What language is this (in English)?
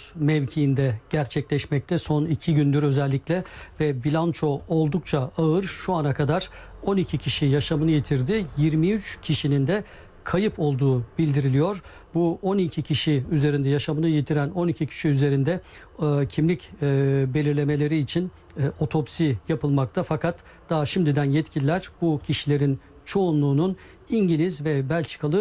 Turkish